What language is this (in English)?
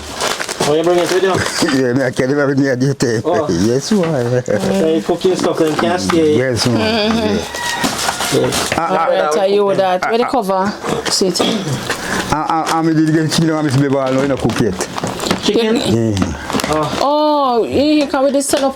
Jamaican Creole English